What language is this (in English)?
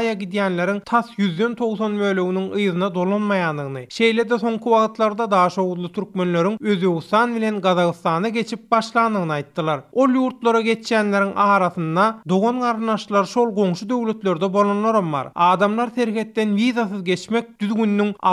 Turkmen